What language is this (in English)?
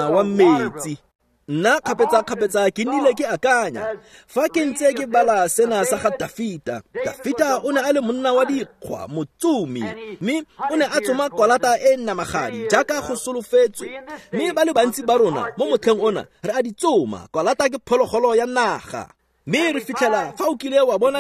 Tswana